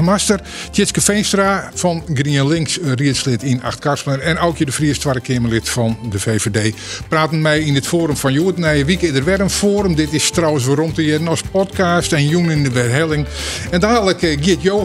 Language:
Western Frisian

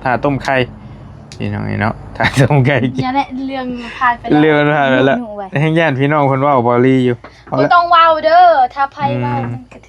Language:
Northeastern Thai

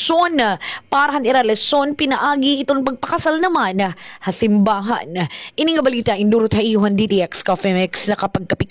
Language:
Waray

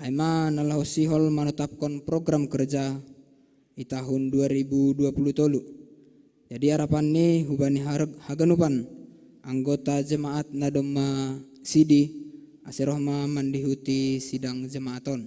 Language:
Batak Simalungun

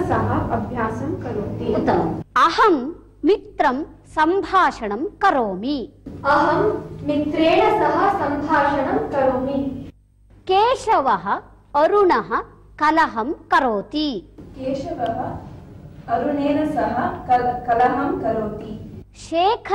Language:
Sanskrit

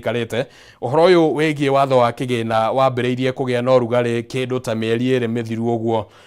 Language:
Kikuyu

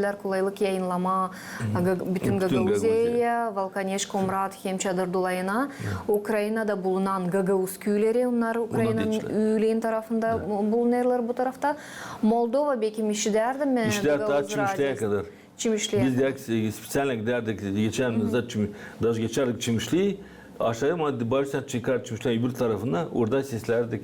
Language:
Gagauz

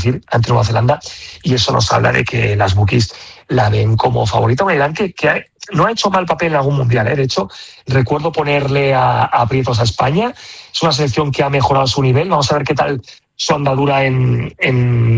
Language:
Spanish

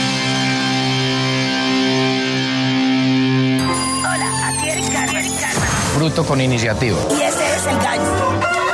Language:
Spanish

